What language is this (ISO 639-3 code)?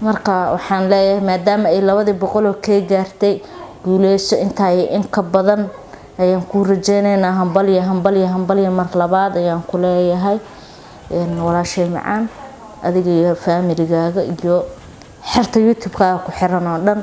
som